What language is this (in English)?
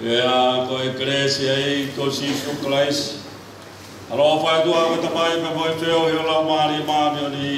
Tongan